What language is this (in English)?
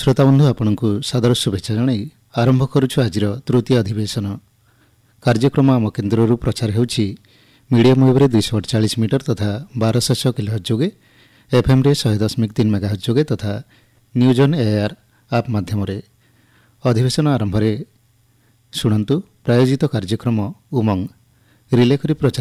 Odia